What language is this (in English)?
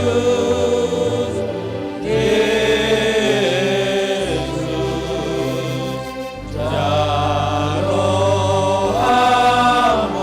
Batak Simalungun